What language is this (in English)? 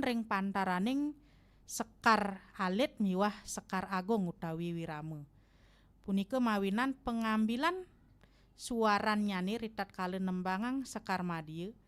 Balinese